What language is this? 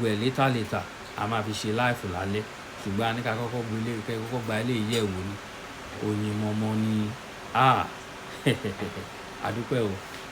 Yoruba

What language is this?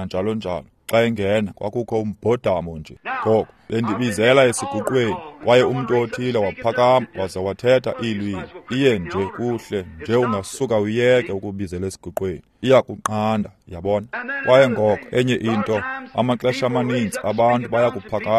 Xhosa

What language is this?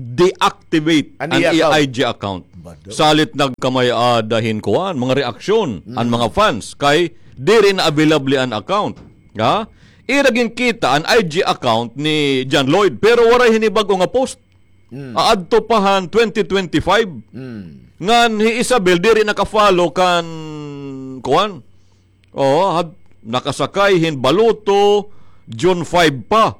Waray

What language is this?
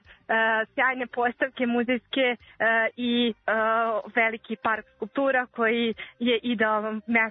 Serbian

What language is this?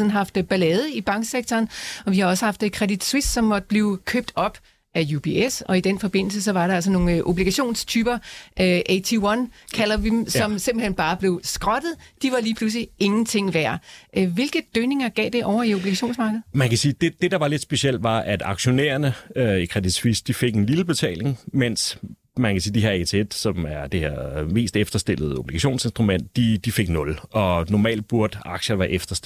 Danish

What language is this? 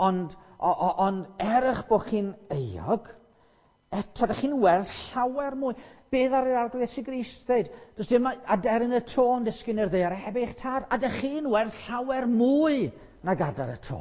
Welsh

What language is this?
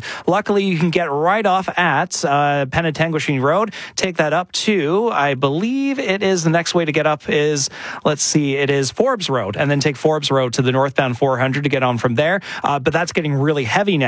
English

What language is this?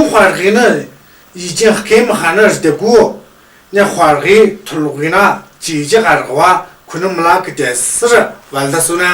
Tu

